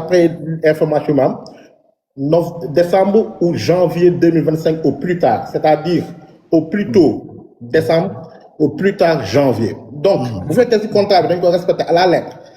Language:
Wolof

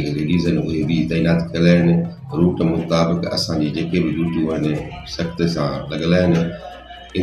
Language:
Sindhi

